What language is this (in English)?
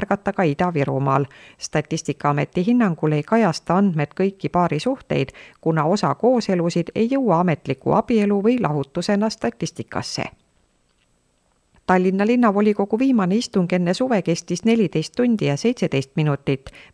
Estonian